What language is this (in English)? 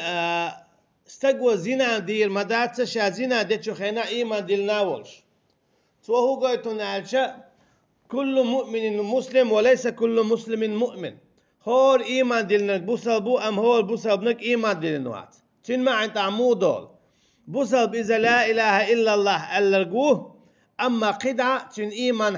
Chechen